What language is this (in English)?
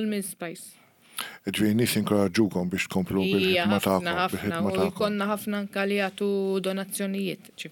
Maltese